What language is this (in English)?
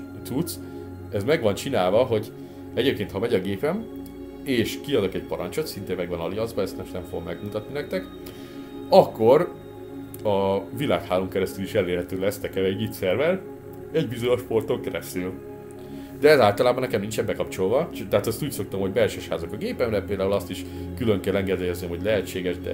Hungarian